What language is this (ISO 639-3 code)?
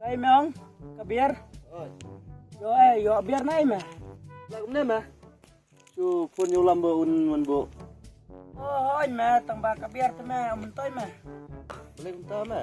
kha